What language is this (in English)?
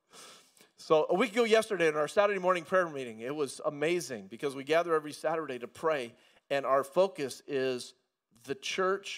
English